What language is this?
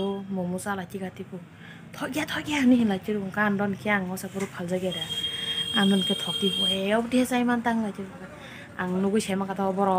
Kok Borok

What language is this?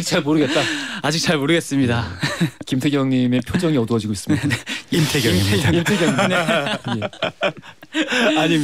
Korean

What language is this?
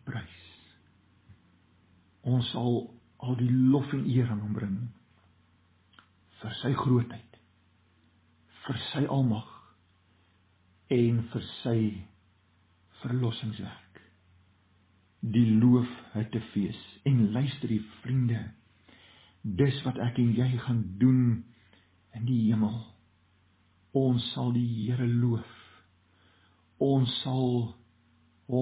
Afrikaans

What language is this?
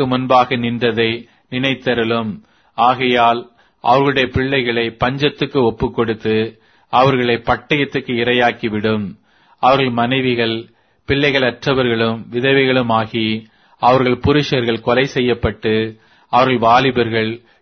Tamil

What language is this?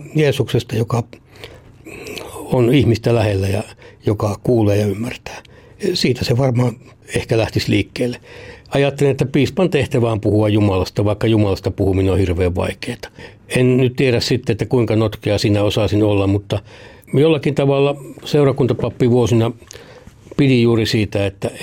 Finnish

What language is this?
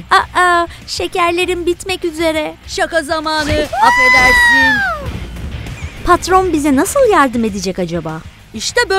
Turkish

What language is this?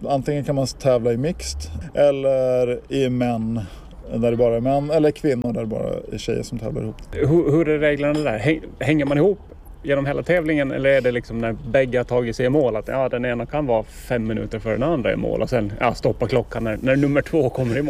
Swedish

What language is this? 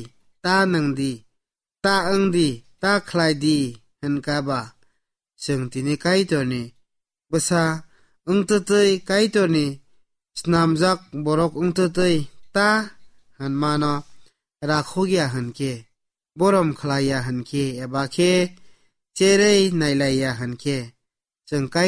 Kok Borok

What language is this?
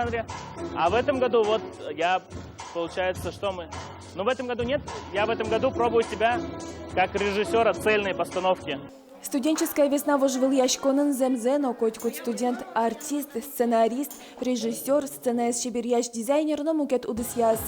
Udmurt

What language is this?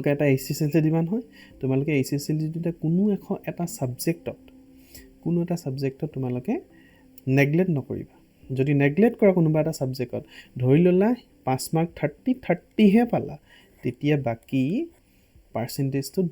Assamese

